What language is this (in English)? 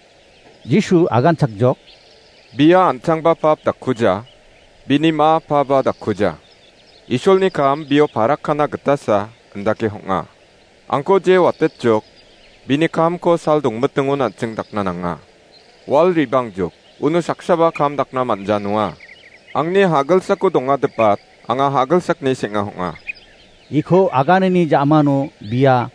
Garo